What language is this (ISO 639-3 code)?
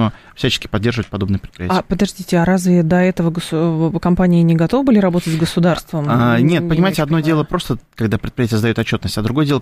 rus